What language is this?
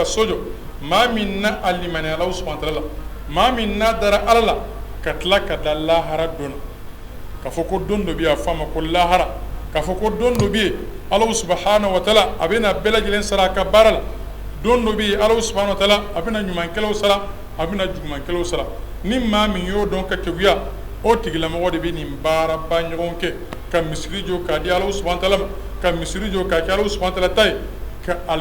Bambara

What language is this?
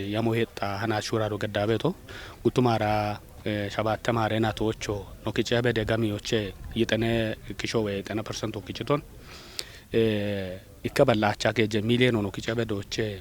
Kafa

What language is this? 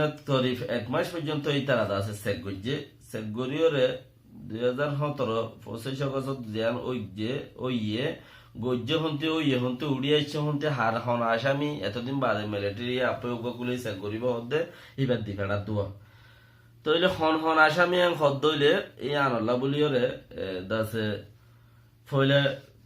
Rohingya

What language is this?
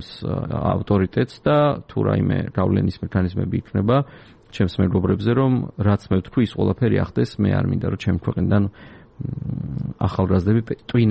Georgian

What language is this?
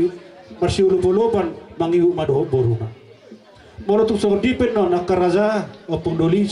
Batak Toba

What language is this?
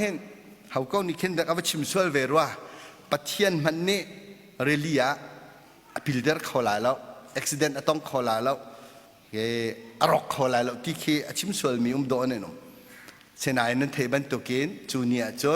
Hakha Chin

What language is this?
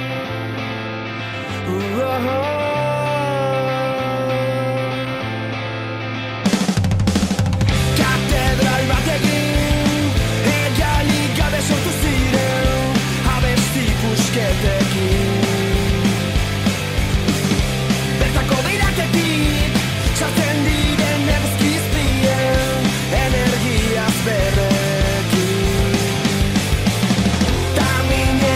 Basque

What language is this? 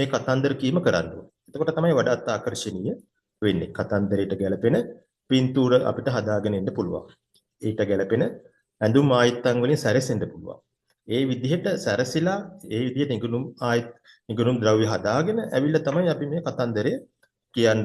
Sinhala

